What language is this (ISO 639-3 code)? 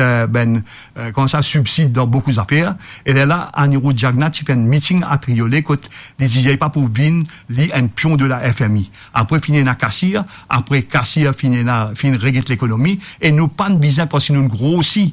mfe